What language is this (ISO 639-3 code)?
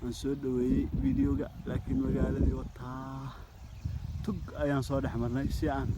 som